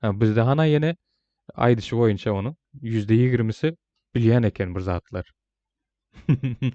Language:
Turkmen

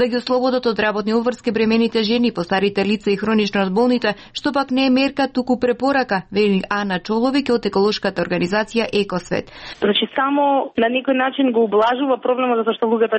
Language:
Macedonian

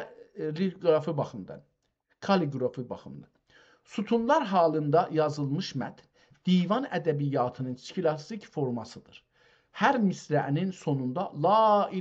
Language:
South Azerbaijani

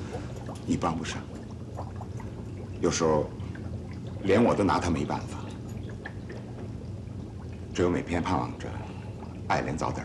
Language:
Chinese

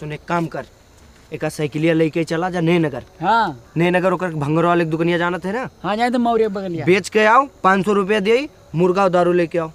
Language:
Awadhi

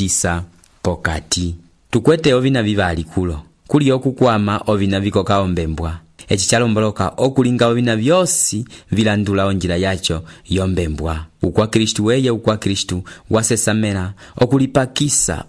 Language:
Umbundu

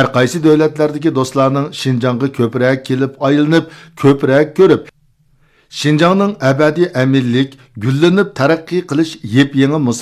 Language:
Uyghur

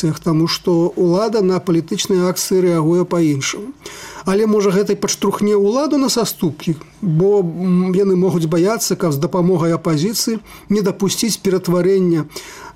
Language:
Belarusian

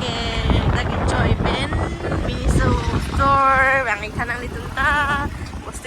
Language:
Karbi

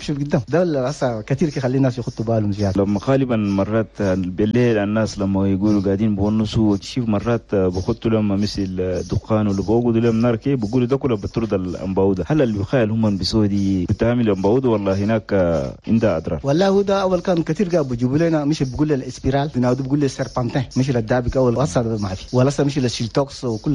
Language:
Chadian Arabic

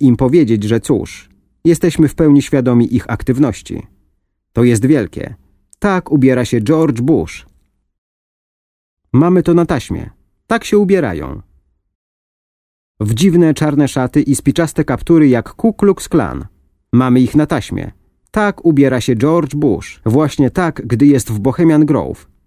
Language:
Polish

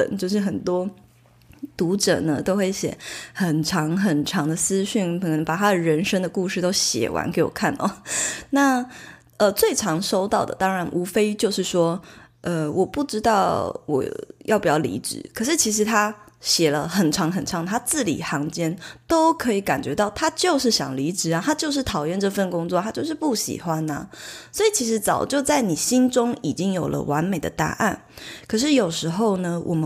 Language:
Chinese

